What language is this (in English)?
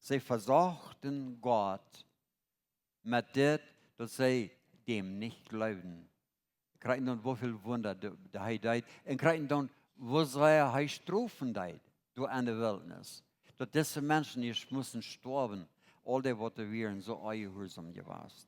Plautdietsch